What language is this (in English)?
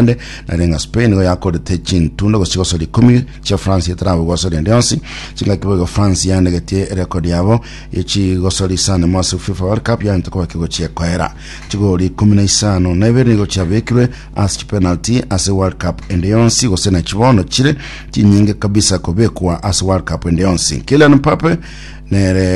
Gusii